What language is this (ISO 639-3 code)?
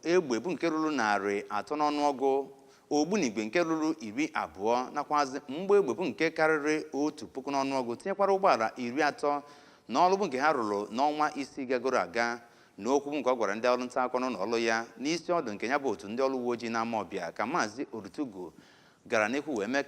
ibo